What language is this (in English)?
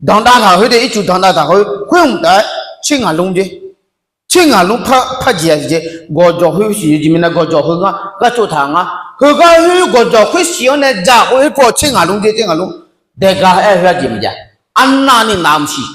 Akha